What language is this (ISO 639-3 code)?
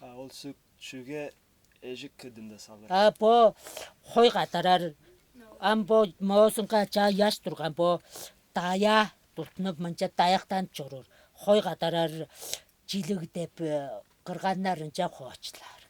tyv